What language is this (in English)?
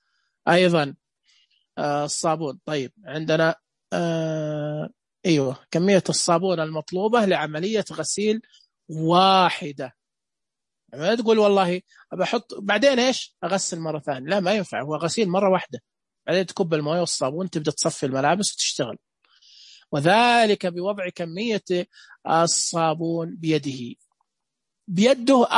Najdi Arabic